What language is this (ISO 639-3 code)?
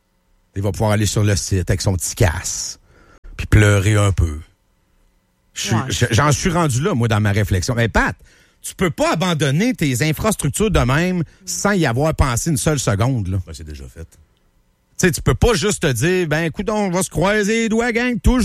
fra